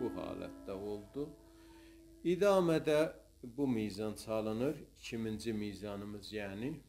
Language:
South Azerbaijani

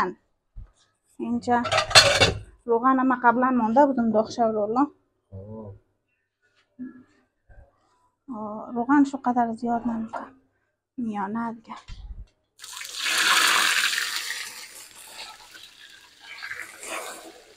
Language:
Persian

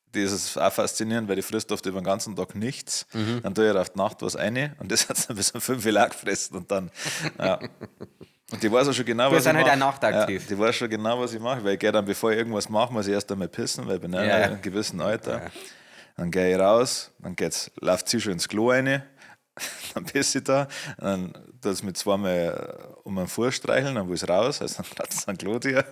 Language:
Bavarian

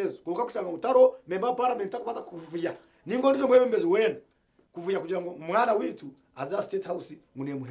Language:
Nyankole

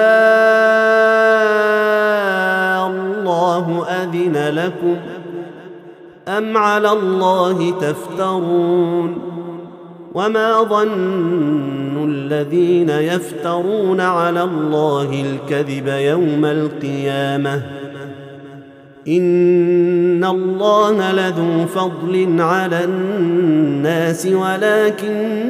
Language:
Arabic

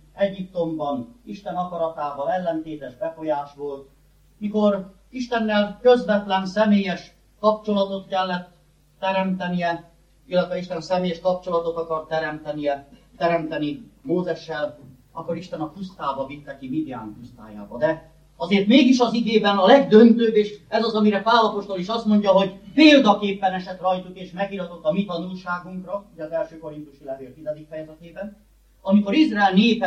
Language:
Hungarian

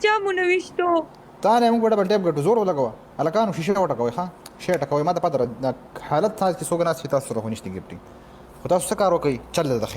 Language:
Pashto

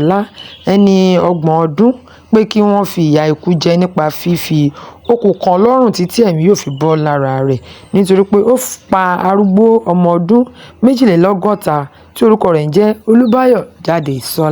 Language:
Yoruba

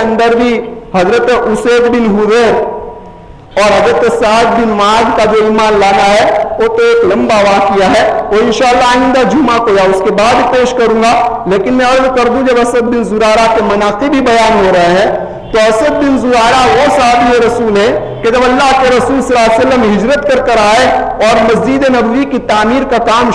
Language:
Urdu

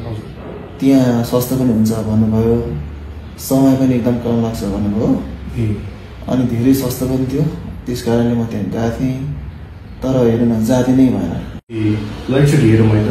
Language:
Nepali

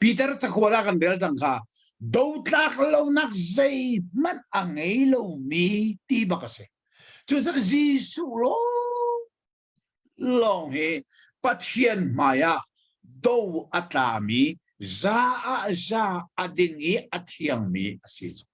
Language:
Hakha Chin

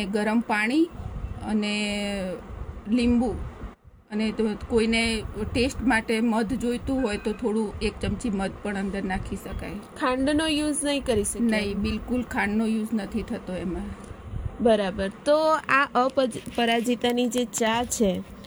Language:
Gujarati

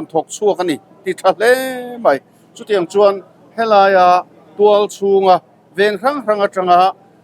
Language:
Mizo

